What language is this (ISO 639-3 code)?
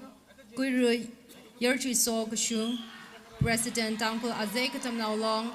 nmf